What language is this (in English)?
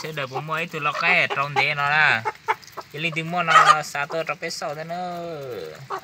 Hmong